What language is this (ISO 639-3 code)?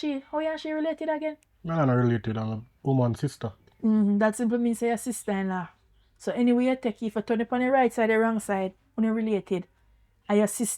jam